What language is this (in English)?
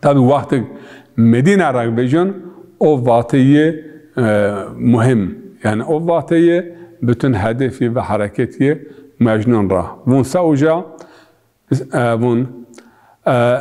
Zaza